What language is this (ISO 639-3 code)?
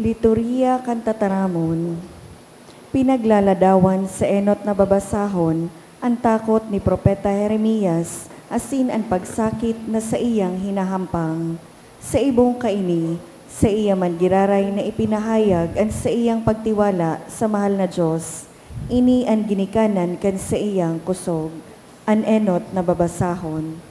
bik